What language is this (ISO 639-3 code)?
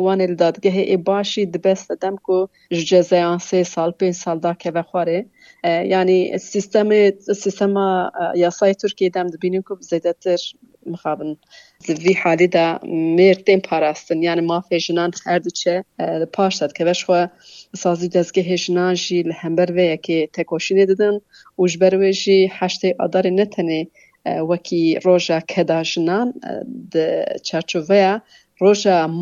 kur